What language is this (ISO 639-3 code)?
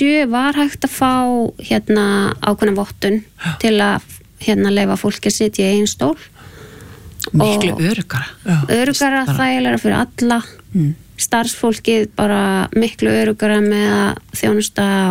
isl